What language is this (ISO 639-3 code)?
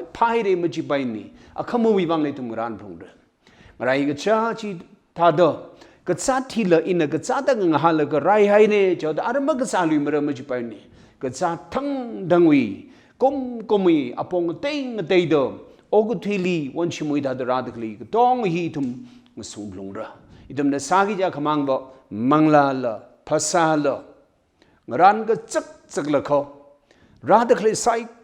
nmf